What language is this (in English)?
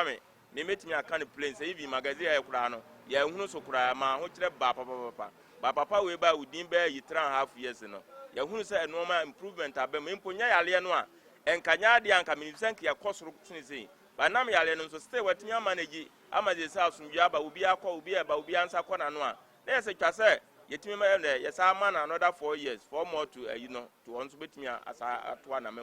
Akan